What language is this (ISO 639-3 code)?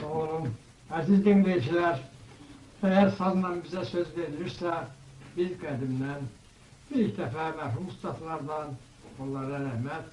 azb